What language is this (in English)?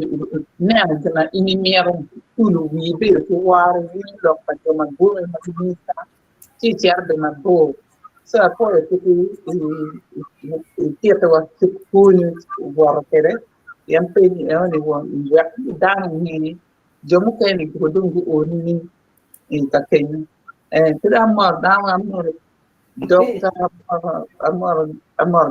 Acoli